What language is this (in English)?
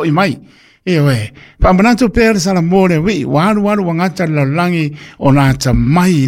Samoan